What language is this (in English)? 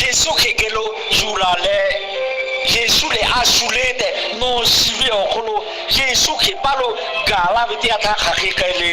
Lahu